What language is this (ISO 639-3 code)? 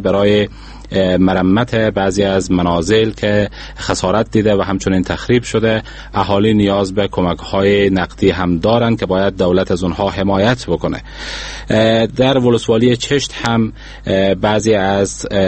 fas